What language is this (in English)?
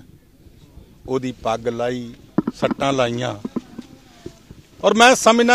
Punjabi